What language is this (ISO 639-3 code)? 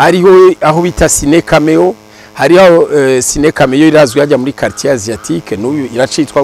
run